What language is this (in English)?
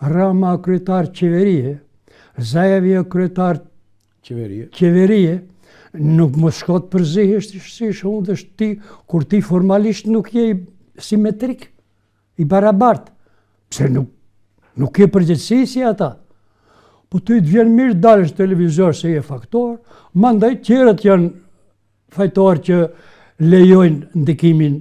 Albanian